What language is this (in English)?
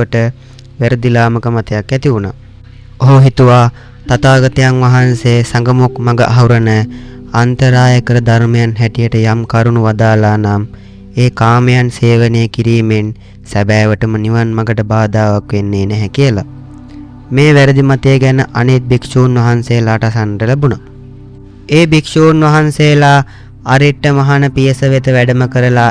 Sinhala